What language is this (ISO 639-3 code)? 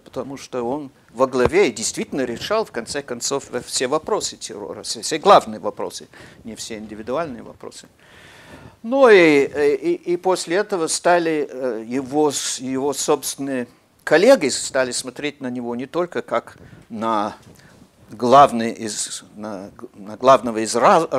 rus